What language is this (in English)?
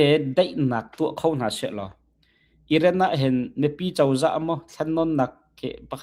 Hakha Chin